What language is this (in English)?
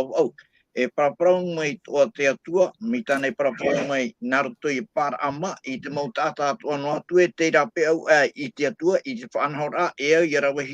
Tahitian